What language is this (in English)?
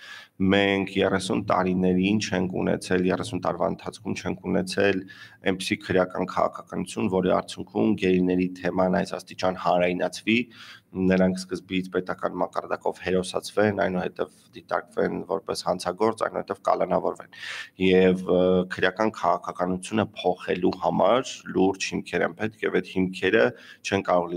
Armenian